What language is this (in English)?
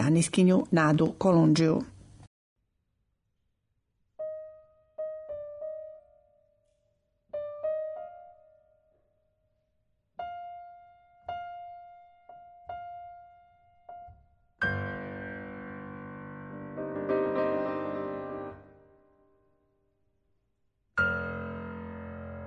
Serbian